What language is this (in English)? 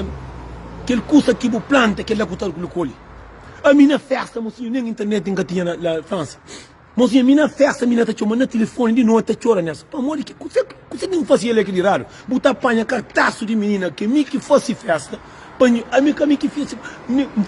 Kabuverdianu